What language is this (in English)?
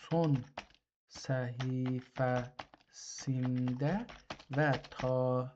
South Azerbaijani